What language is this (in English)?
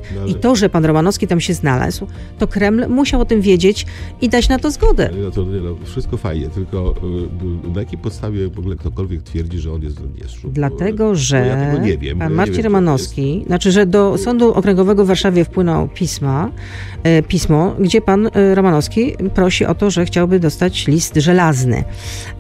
Polish